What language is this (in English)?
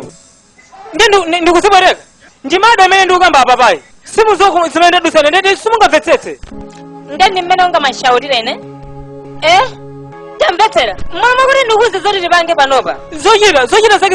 Nyanja